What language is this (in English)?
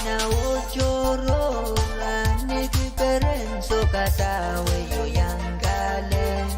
Pohnpeian